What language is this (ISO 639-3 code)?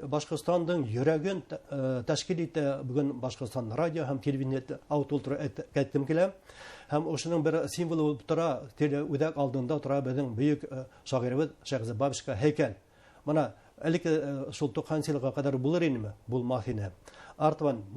bak